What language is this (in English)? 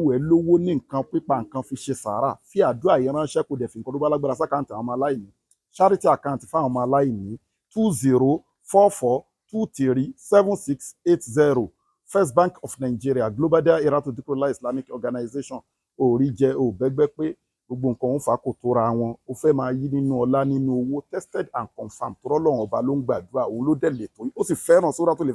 Yoruba